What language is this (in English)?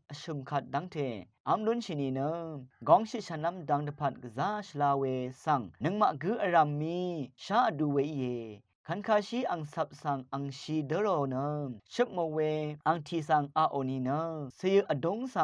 Rawang